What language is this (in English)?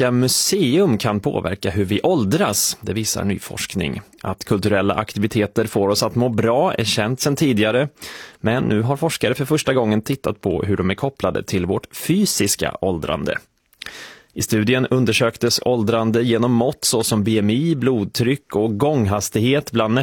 Swedish